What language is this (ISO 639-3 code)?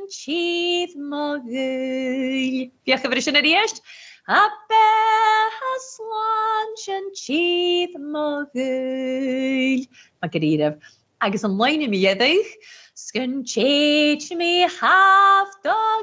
gla